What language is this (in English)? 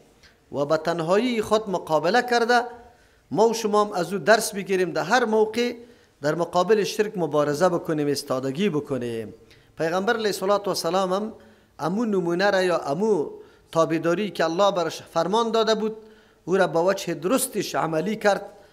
Persian